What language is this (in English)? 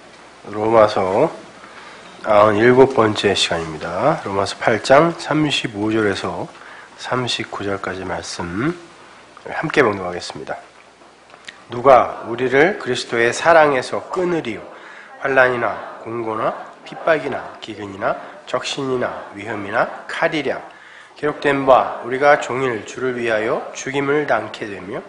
Korean